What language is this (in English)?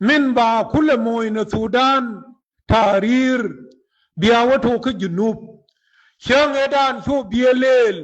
Nuer